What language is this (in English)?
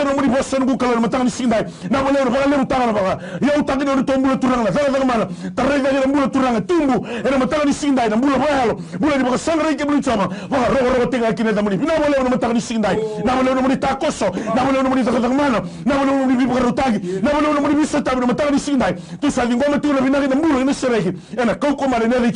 Fijian